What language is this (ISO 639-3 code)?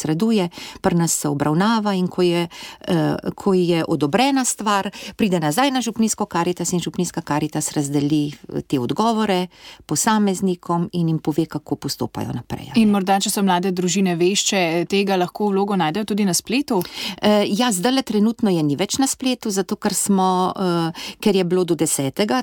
slv